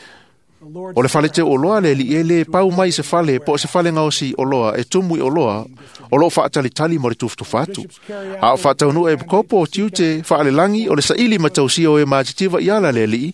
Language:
Samoan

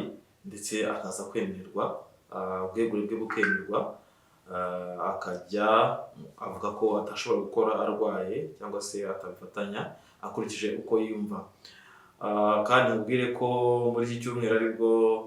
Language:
Kinyarwanda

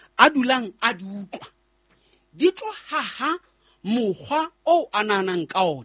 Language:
Southern Sotho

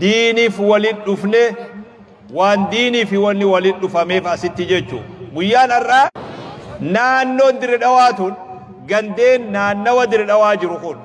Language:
Oromo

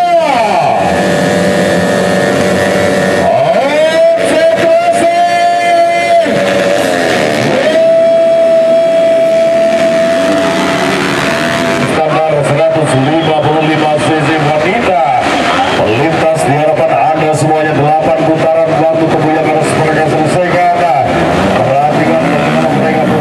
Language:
Indonesian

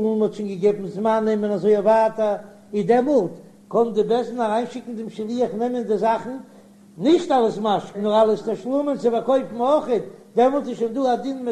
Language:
Yiddish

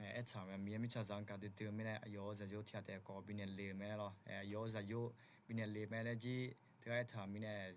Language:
Akha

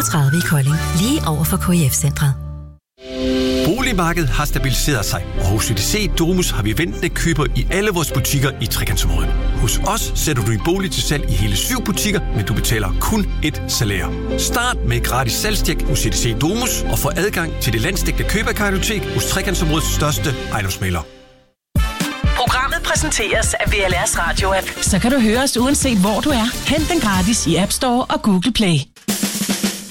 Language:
Danish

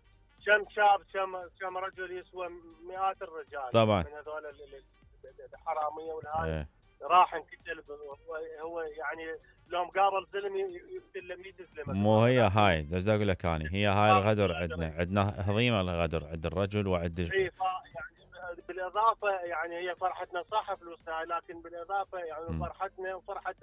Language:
Mesopotamian Arabic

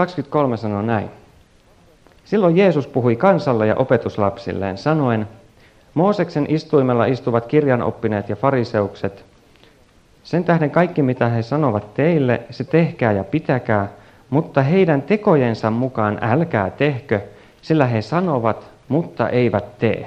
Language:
Finnish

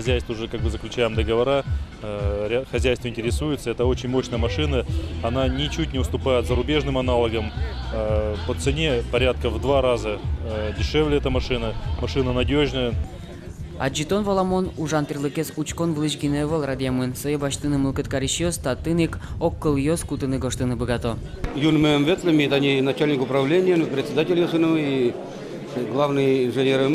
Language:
Udmurt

